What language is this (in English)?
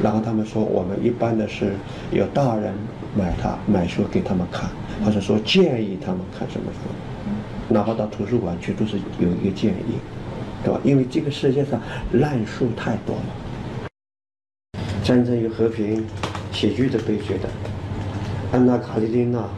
Chinese